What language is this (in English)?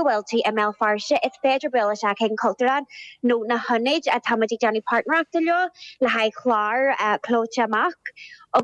Irish